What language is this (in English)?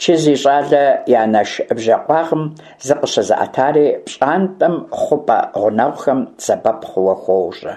Kabardian